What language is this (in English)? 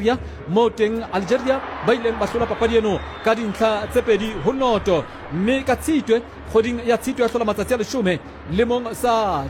Southern Sotho